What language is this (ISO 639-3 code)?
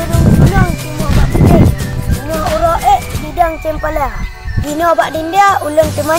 ace